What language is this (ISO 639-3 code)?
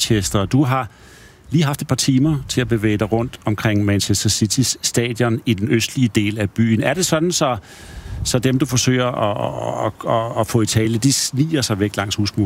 dan